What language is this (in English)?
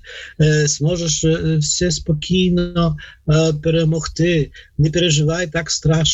Ukrainian